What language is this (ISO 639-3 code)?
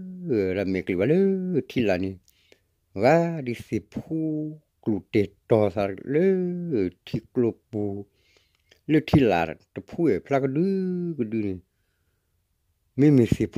ksw